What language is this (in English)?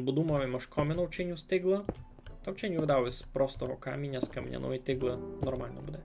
Rusyn